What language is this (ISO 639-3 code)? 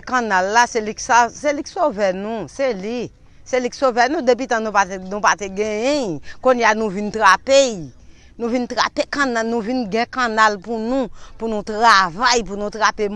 hat